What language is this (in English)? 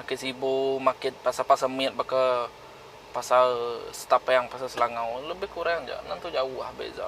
Iban